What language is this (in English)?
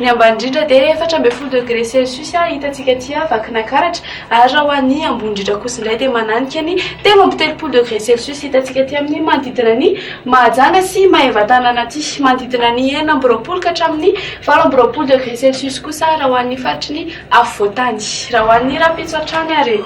Malagasy